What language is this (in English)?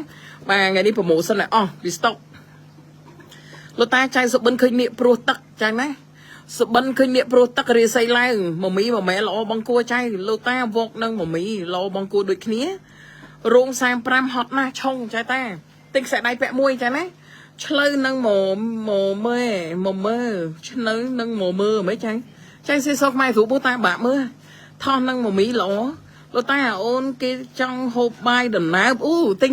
Khmer